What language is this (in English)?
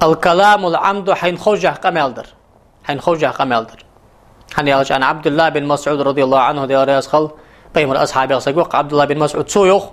Ingush